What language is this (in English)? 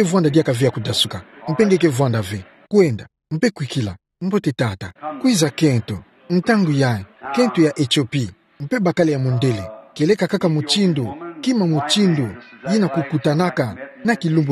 Kituba (Democratic Republic of Congo)